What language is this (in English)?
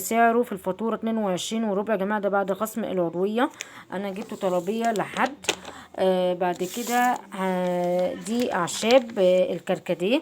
Egyptian Arabic